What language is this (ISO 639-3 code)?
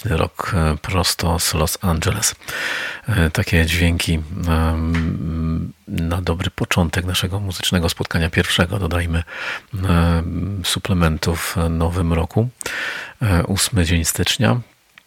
pol